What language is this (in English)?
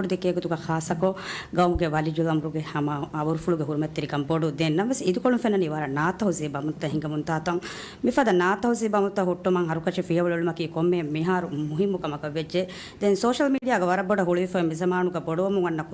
Divehi